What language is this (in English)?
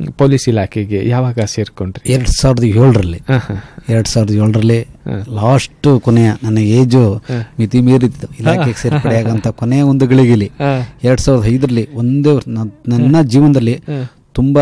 Kannada